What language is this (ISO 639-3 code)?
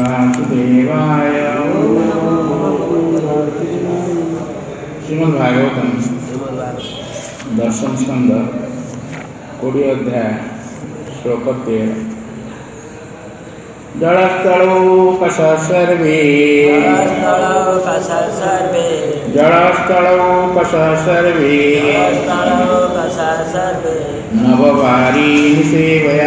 ori